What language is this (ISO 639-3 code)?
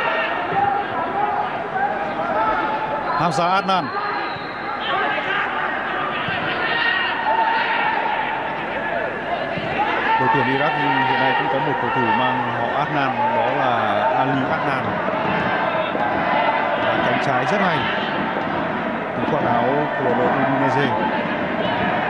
vie